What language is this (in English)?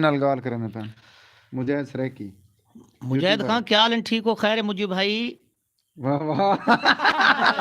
Saraiki